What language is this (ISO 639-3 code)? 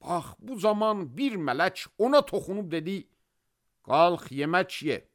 aze